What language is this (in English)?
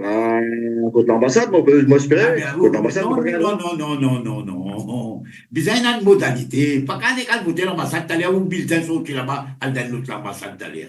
Morisyen